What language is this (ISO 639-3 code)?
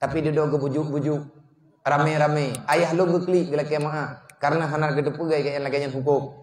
ace